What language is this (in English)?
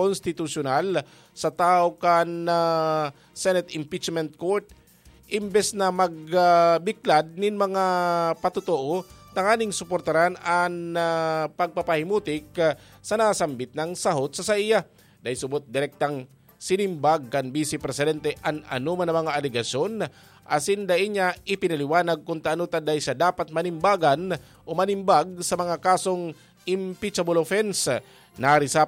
Bikol